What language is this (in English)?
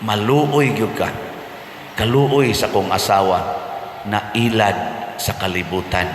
Cebuano